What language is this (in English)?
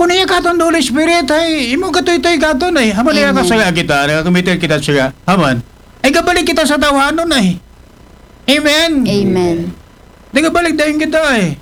Aklanon